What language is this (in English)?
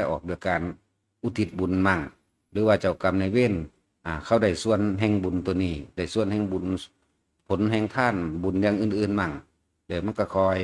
Lao